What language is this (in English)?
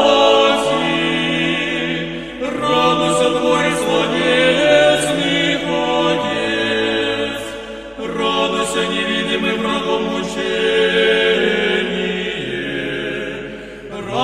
Church Slavic